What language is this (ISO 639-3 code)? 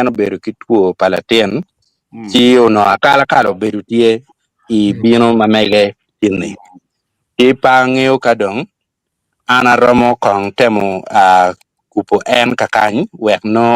ach